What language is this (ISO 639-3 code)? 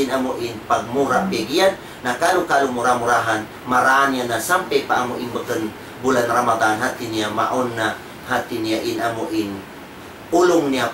tsg